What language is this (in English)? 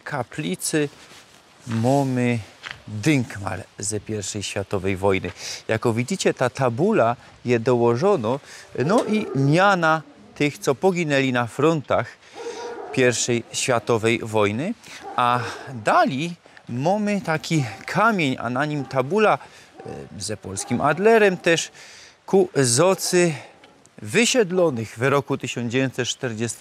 Silesian